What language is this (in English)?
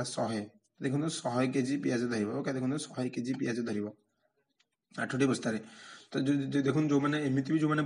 Odia